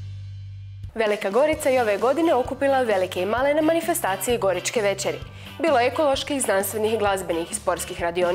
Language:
Croatian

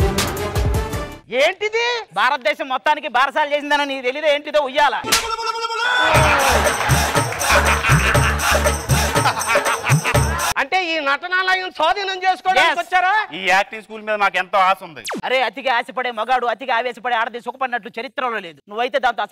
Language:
Telugu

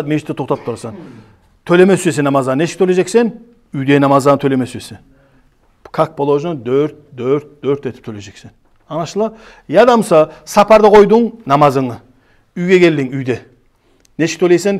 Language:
Kumyk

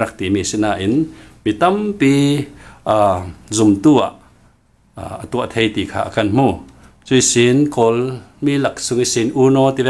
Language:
Falam Chin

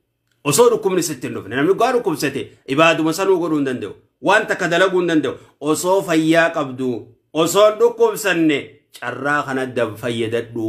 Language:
Oromo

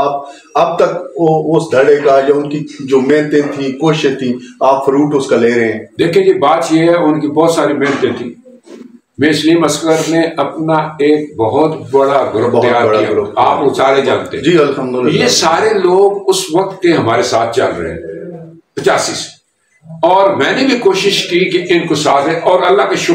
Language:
Urdu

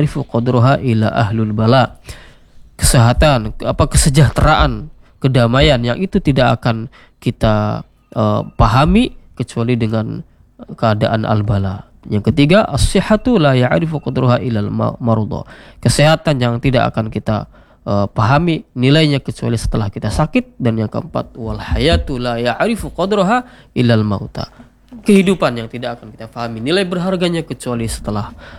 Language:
Indonesian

